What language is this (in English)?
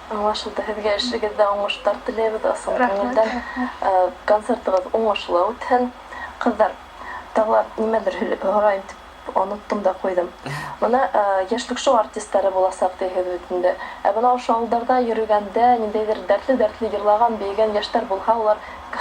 Bashkir